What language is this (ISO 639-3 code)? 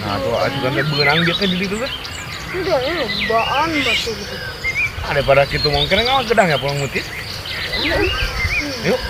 sun